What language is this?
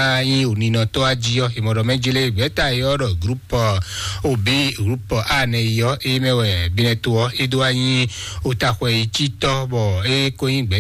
Fon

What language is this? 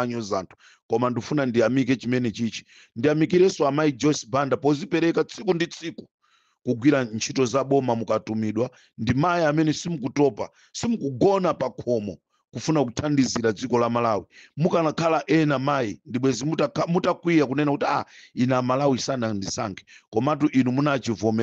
Nyanja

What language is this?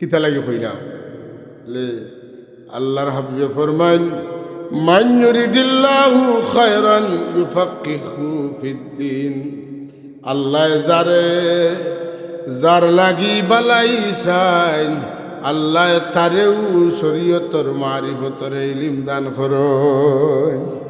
Sylheti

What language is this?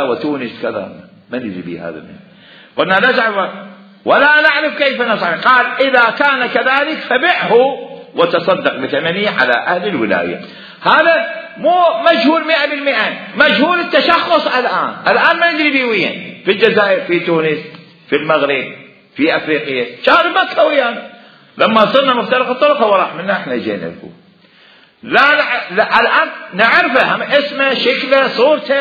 Mesopotamian Arabic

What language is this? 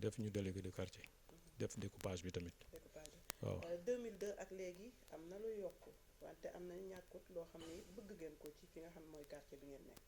Wolof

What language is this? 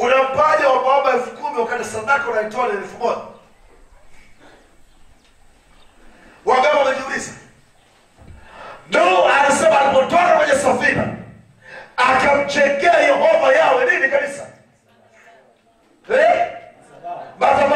Swahili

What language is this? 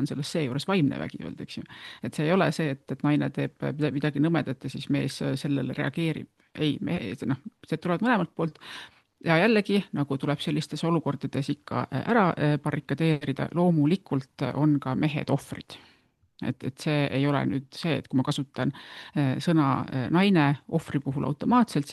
Estonian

